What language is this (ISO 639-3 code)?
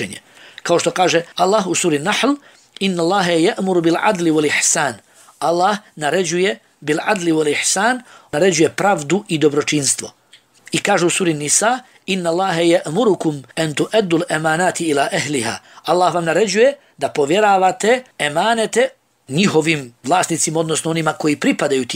bos